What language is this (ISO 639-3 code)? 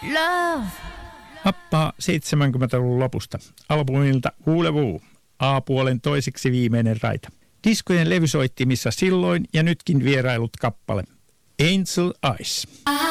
fin